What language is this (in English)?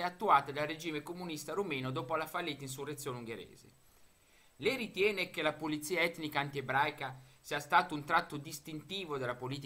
Italian